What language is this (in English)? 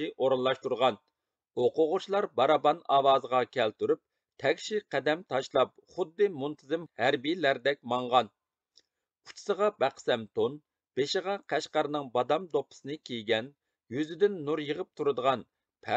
Uyghur